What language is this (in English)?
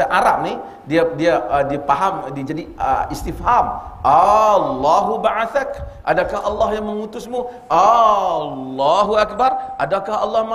Malay